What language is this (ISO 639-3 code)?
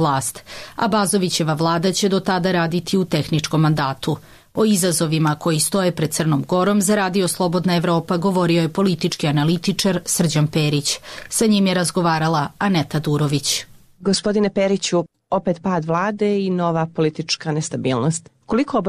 srp